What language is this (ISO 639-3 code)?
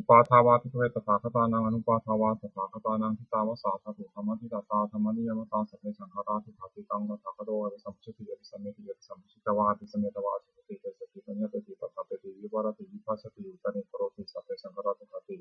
pli